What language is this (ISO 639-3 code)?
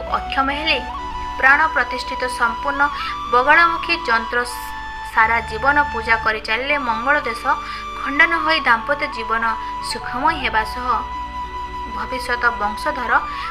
ori